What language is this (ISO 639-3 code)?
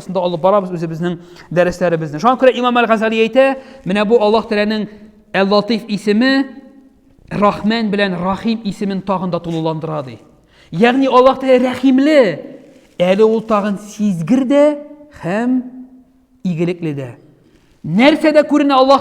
tat